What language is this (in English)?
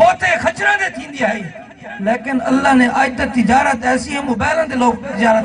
Saraiki